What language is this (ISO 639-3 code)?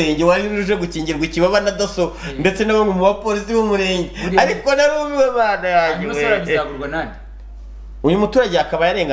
kin